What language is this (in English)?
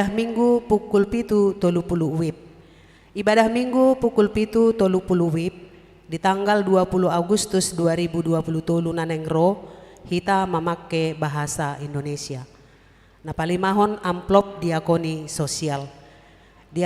Batak Toba